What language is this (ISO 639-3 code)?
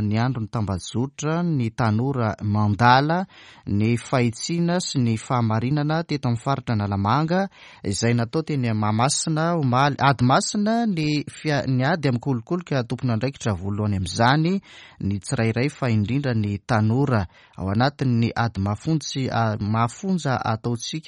mlg